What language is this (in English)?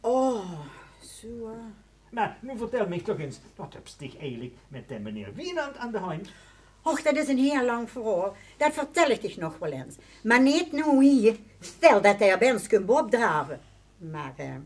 Limburgish